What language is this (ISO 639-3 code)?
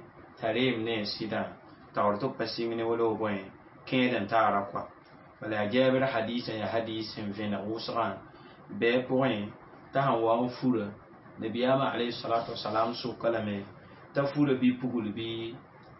mos